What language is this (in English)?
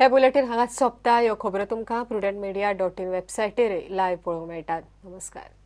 Konkani